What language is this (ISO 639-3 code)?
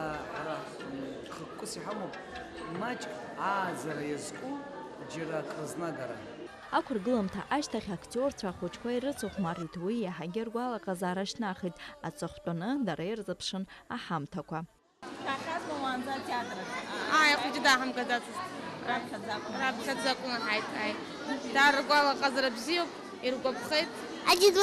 abk